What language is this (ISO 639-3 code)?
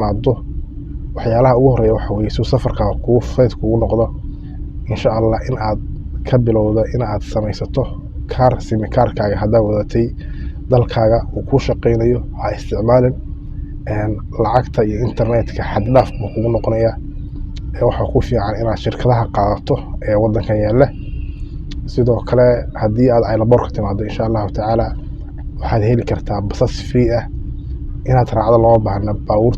som